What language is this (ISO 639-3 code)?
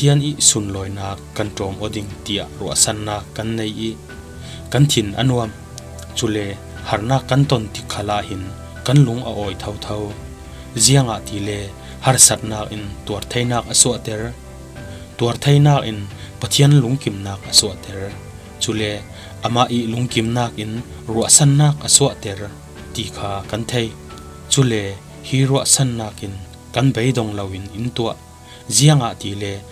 cfm